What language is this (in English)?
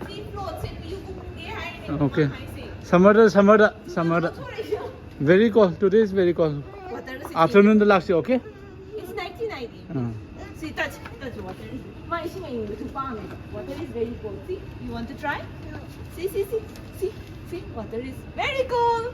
Manipuri